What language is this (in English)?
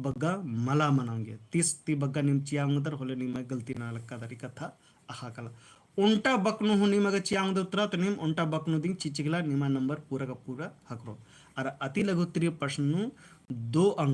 Kurukh